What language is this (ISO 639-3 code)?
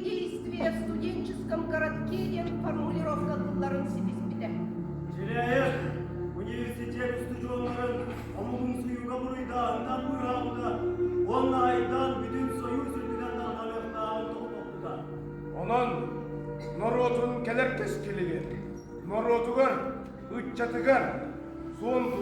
sah